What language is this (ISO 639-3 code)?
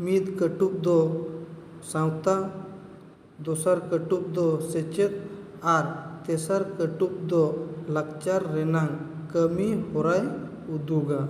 sat